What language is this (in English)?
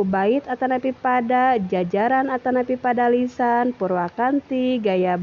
Sundanese